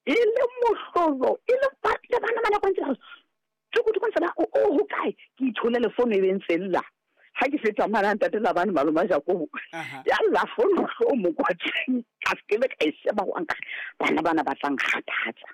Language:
Southern Sotho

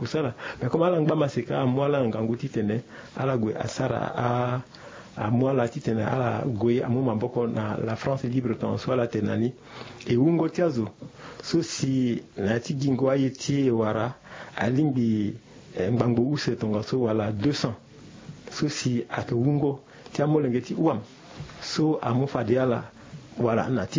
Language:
Sango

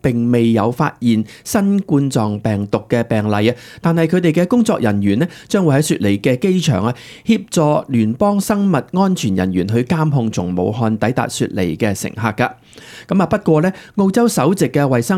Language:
Cantonese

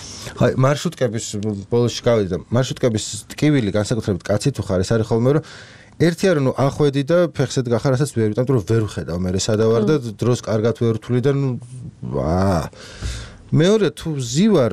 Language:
Georgian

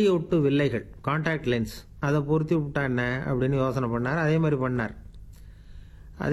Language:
Tamil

